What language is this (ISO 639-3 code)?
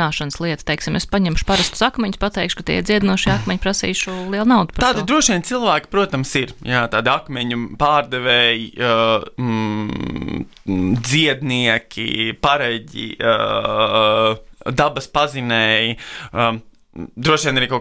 lav